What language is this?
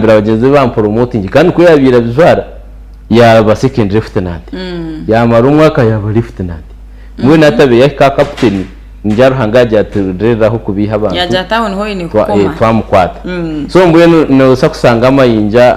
Nyankole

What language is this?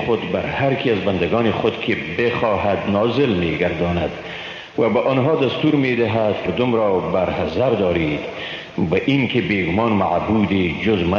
Persian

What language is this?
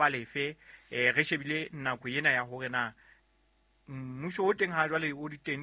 Southern Sotho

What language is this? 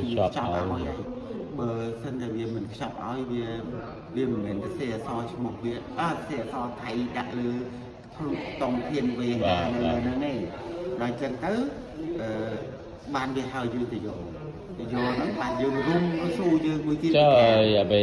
Khmer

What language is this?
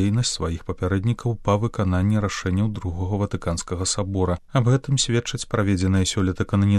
Belarusian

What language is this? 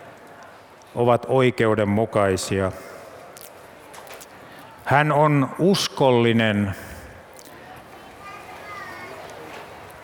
Finnish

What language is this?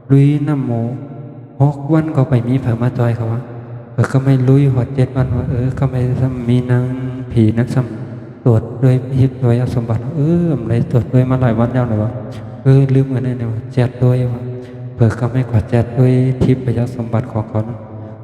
Shan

